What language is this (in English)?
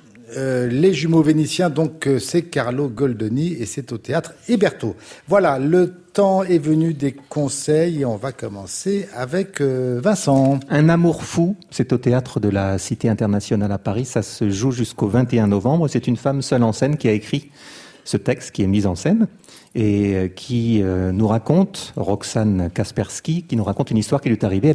French